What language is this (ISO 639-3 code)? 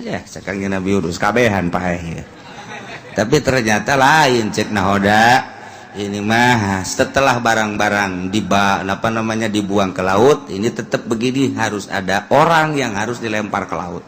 sun